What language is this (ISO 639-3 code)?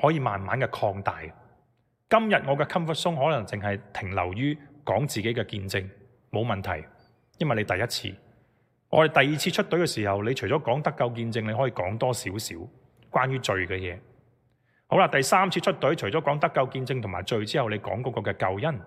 yue